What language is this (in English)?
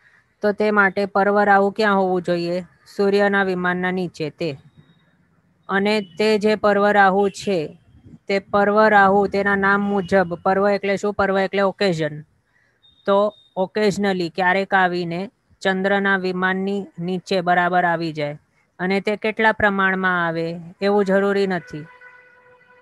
Gujarati